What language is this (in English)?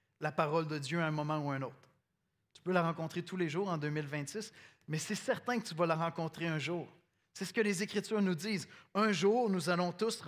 French